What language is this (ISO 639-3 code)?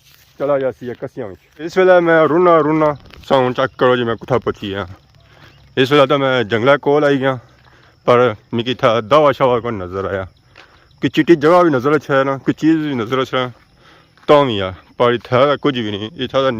phr